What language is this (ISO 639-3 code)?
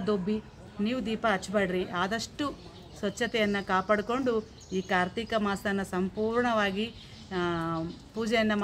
kan